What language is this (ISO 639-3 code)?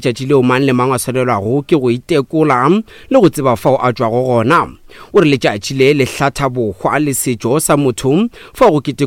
nso